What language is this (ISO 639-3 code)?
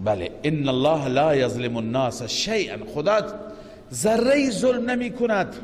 fas